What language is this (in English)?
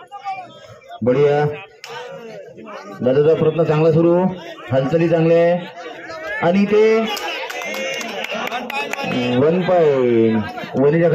Marathi